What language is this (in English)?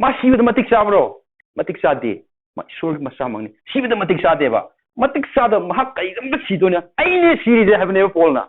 Manipuri